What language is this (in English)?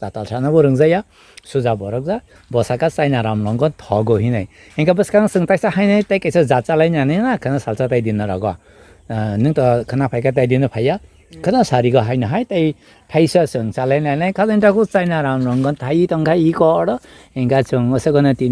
Kok Borok